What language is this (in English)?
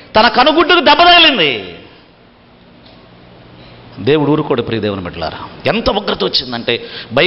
Telugu